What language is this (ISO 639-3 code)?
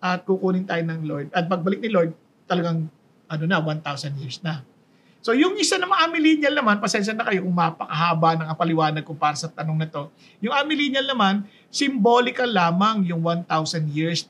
fil